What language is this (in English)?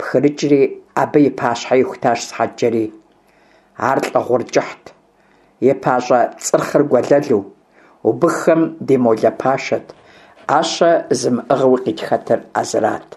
Kabardian